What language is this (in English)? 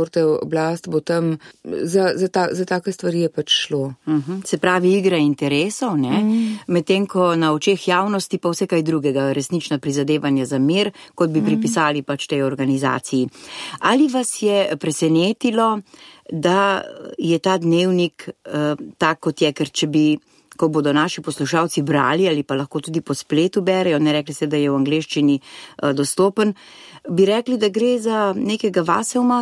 Slovenian